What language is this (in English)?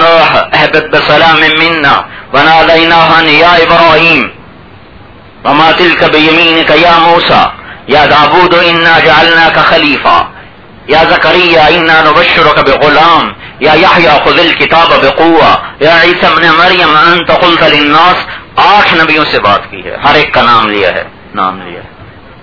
Urdu